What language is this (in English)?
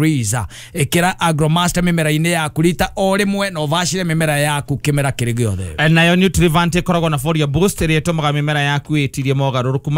Kikuyu